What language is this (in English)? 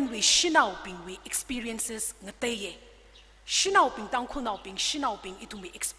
Tangkhul Naga (India)